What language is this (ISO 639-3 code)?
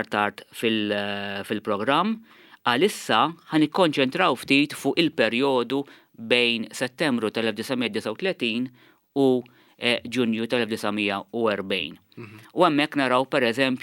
mlt